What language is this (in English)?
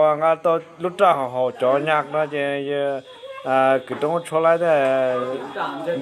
Hmong